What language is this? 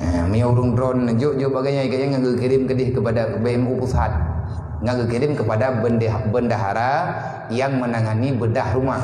Achinese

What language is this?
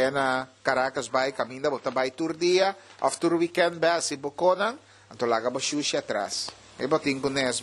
Papiamento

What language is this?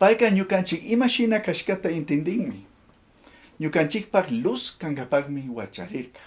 Chimborazo Highland Quichua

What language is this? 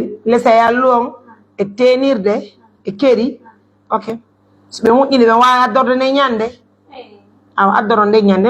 Pular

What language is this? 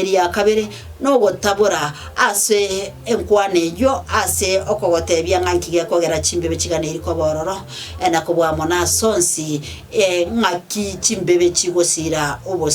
Gusii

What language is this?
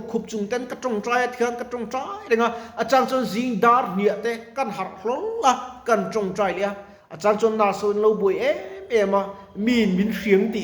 Mizo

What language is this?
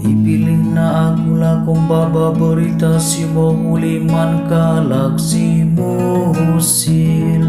Batak Karo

